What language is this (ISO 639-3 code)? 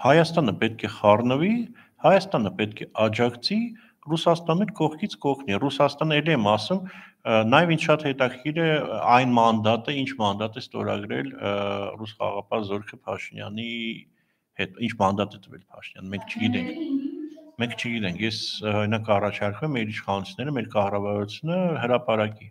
hye